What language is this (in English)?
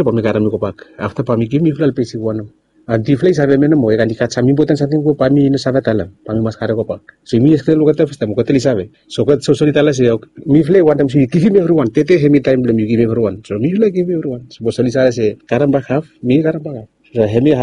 Bislama